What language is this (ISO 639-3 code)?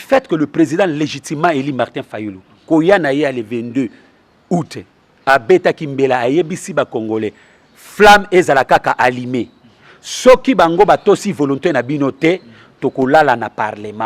lin